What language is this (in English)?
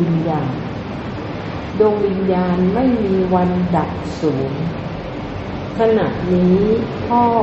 Thai